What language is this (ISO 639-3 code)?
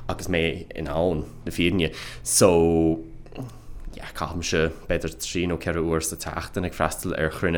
gle